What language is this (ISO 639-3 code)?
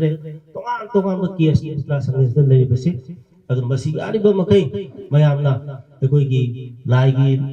mni